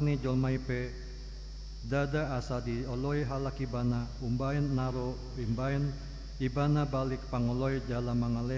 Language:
Batak Toba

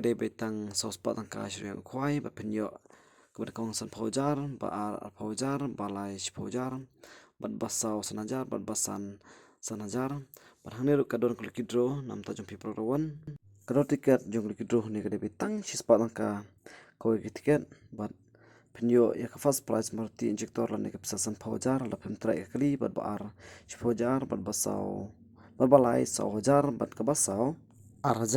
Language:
Khasi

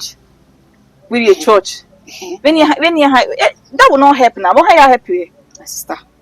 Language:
Bini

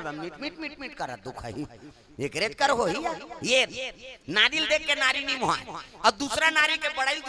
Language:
Chhattisgarhi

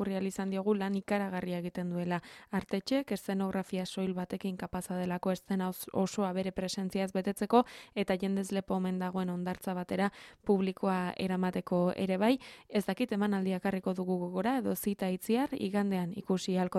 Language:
Basque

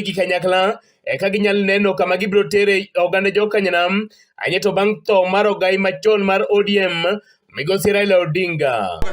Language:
Luo (Kenya and Tanzania)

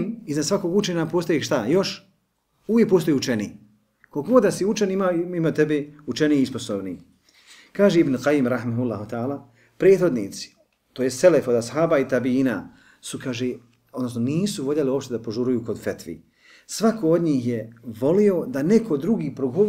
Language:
Bosnian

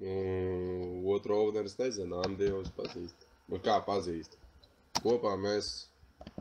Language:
Latvian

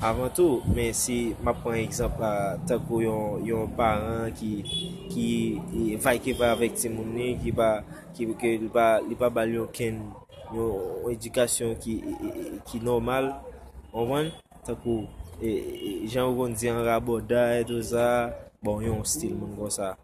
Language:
Haitian Creole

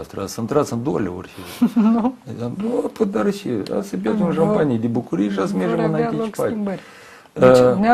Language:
Romanian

